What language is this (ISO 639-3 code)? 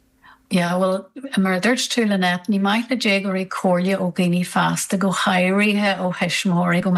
gle